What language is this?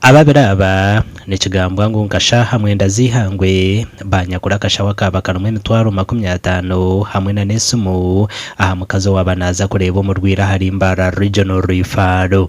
Nyankole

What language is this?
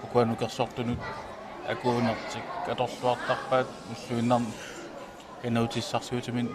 Kalaallisut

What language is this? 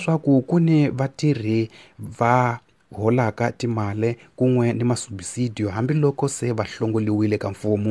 Tsonga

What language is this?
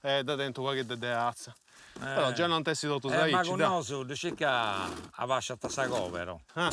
Sardinian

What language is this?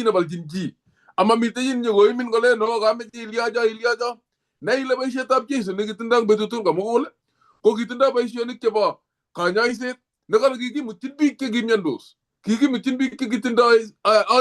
Kalenjin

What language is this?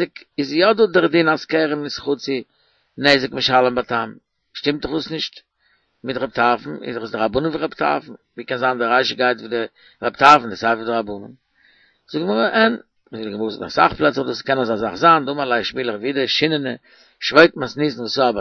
Yiddish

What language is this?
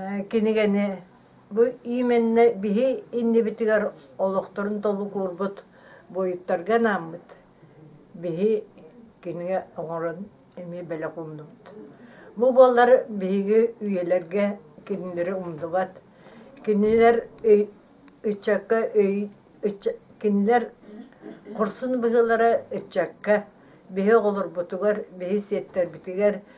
Yakut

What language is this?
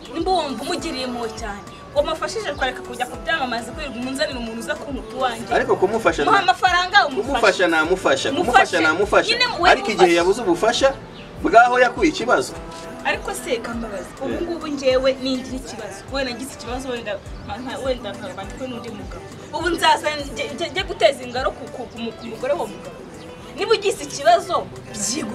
Kinyarwanda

